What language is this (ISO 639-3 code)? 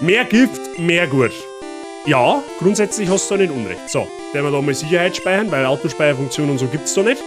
bar